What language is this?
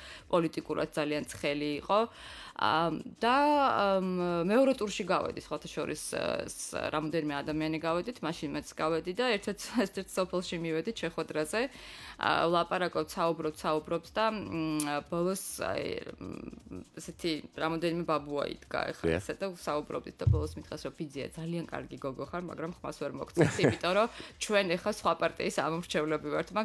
Georgian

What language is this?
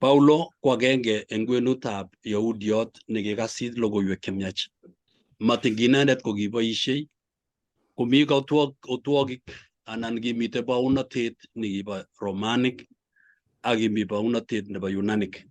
Kalenjin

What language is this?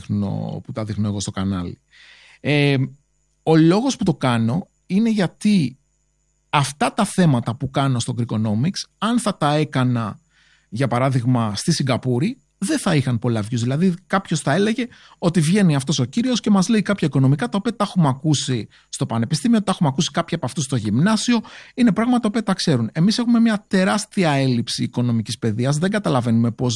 Greek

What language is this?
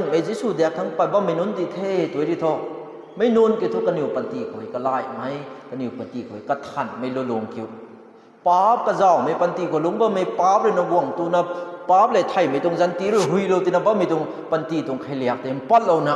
Rongmei Naga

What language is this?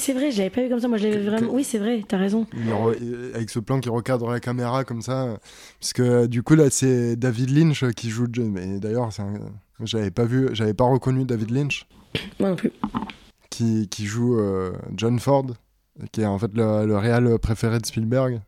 French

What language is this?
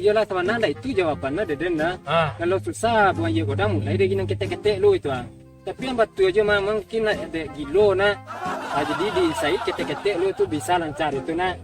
Minangkabau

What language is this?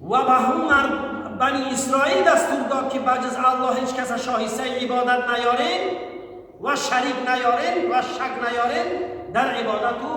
Tajik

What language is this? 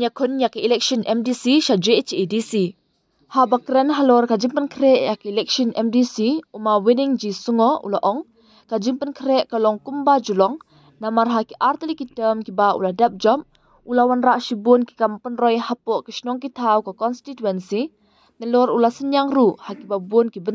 Khasi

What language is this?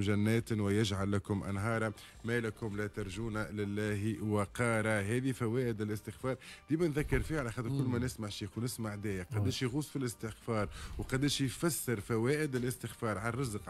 Tunisian Arabic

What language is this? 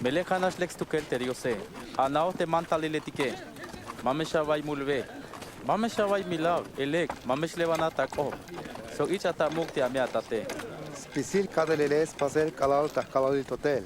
Tzeltal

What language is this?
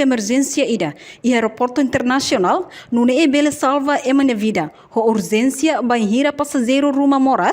Tetum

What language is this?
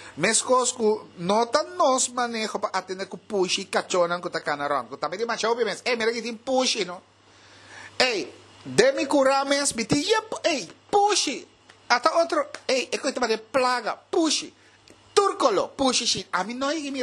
Papiamento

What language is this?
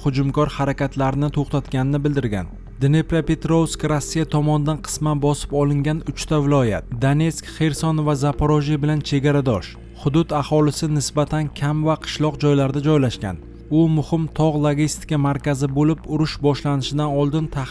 Uzbek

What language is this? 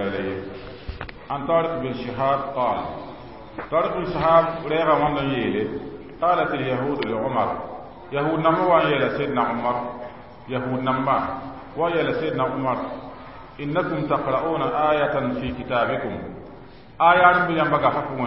Mossi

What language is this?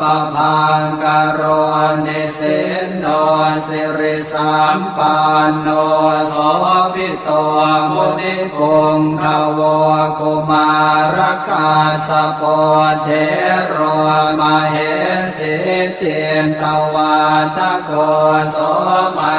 Pali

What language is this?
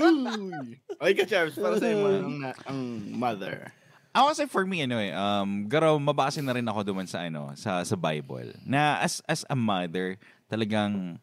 Bikol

